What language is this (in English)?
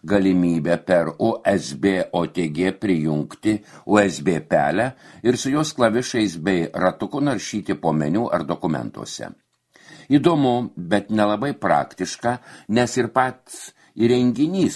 Lithuanian